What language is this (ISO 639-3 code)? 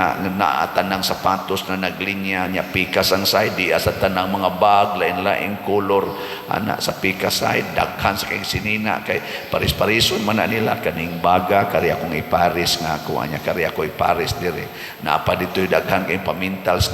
ceb